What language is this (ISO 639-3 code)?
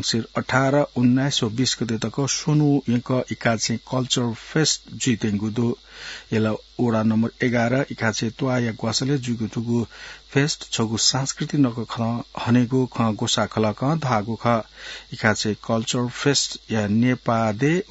new